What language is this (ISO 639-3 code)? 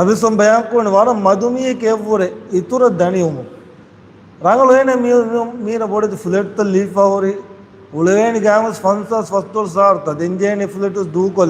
div